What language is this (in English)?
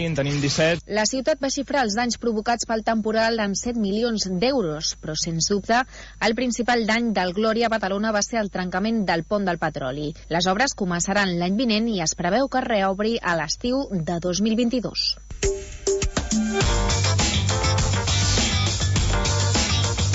Catalan